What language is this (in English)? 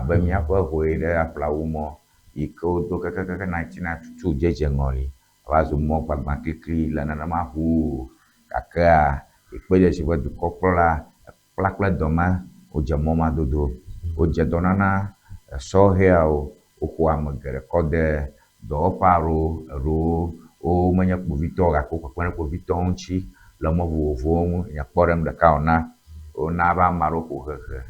Ewe